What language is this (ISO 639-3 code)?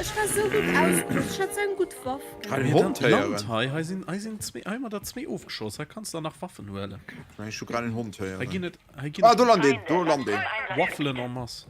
ltz